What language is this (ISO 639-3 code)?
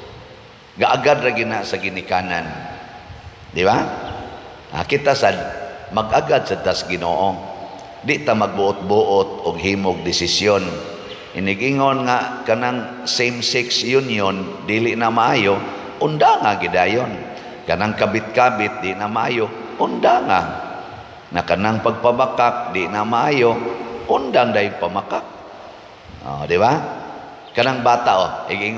ceb